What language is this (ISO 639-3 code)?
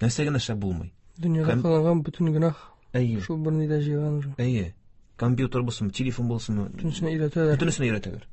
tat